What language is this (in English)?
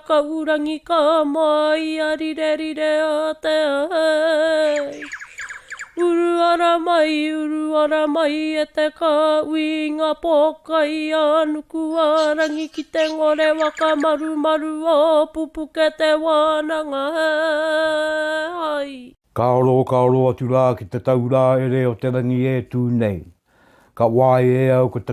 Māori